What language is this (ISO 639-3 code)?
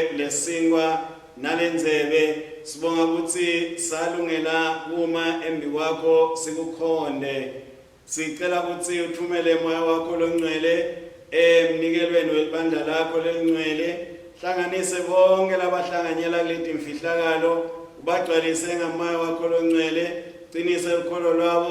ssw